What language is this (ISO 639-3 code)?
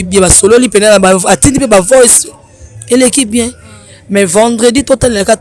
lin